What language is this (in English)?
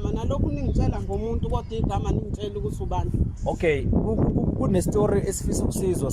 Zulu